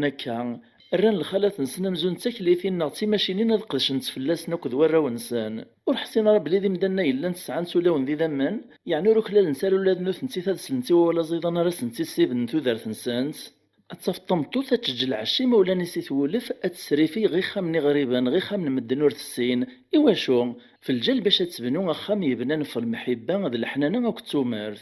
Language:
Kabyle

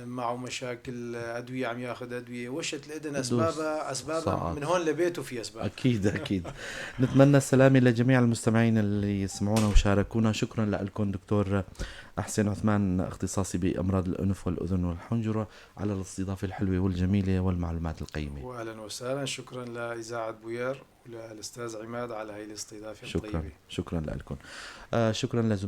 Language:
North Levantine Arabic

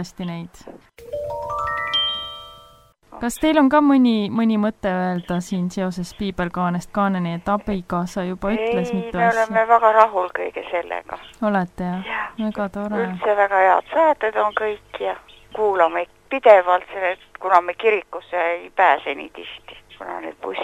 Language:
Estonian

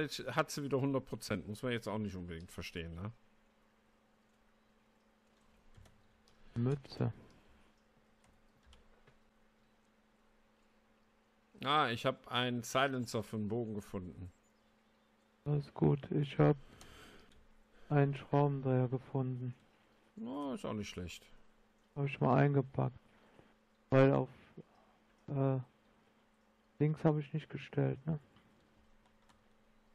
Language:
German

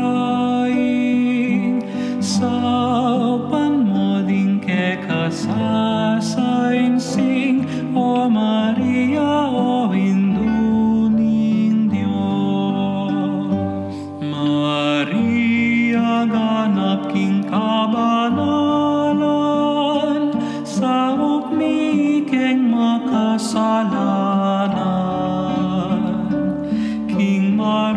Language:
Pampanga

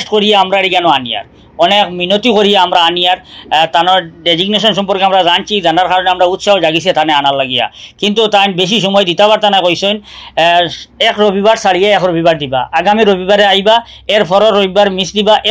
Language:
Sylheti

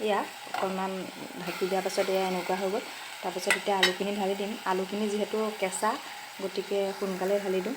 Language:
Assamese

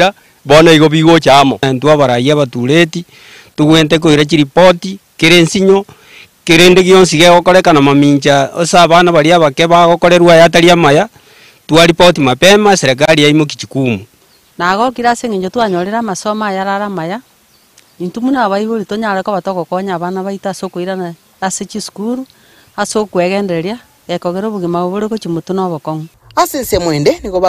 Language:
Gusii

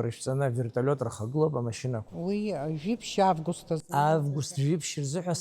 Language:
Abkhazian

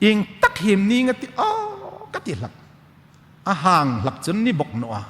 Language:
Hmar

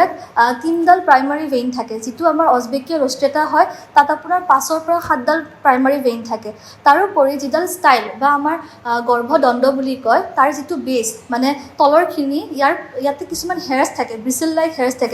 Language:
Assamese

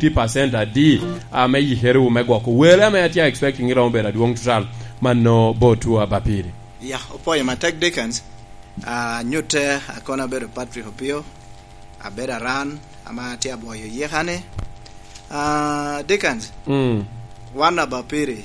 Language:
Lango (Uganda)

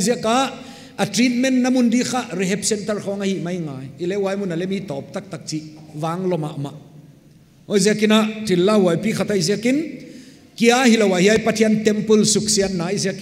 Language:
Paite Chin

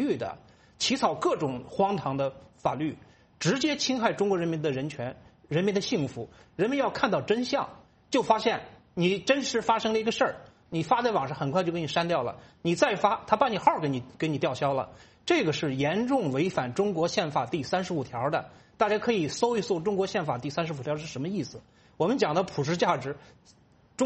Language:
Chinese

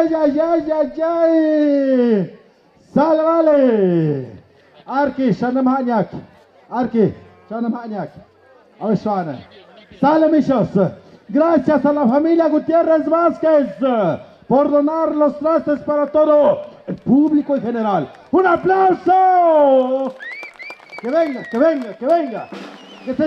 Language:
Tlahuitoltepec Mixe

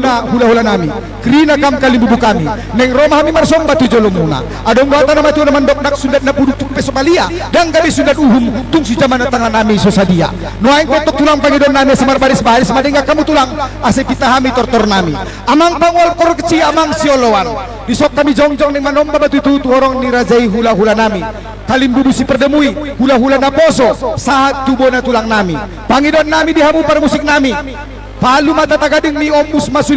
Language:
Batak Toba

